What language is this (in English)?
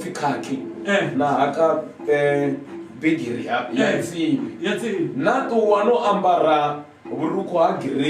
Venda